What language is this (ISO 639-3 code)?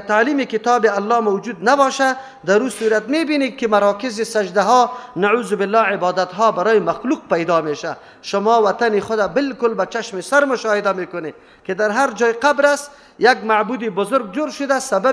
fas